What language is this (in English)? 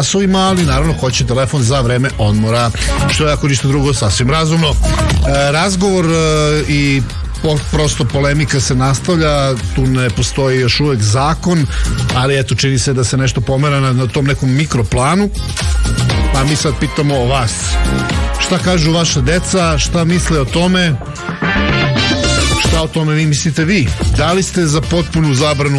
Serbian